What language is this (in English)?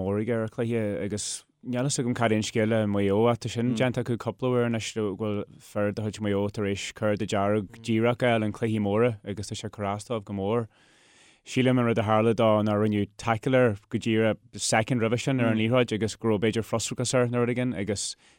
Irish